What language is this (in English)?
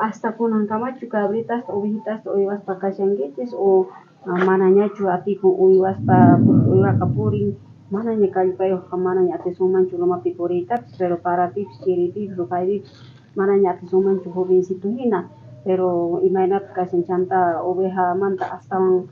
South Bolivian Quechua